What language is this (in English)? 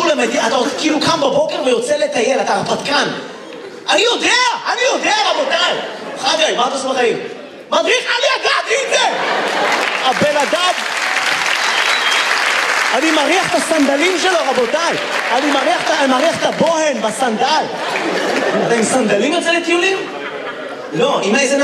Hebrew